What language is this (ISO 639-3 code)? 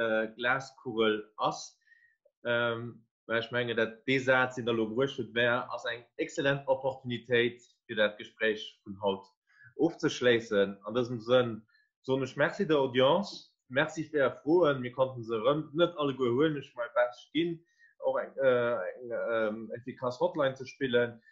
ltz